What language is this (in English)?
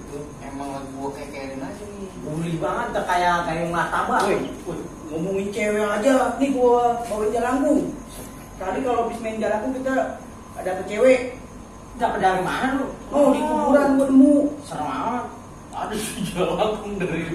Betawi